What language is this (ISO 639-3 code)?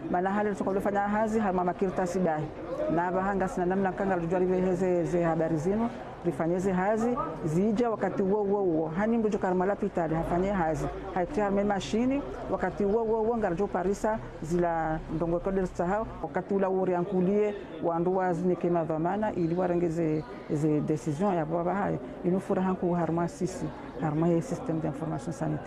zdj